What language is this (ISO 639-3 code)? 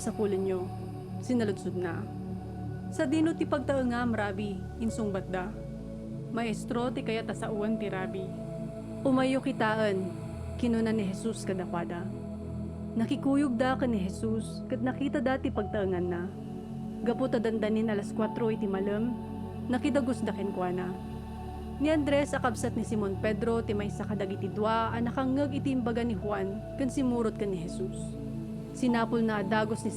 ilo